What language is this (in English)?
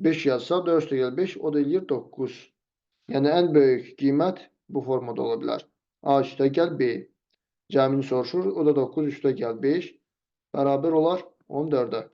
Azerbaijani